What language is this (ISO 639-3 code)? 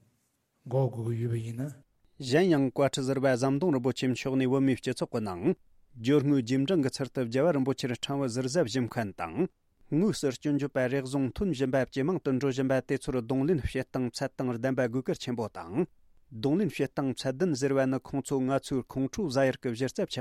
bod